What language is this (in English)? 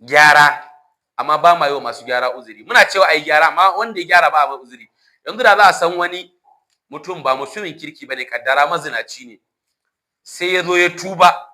Hausa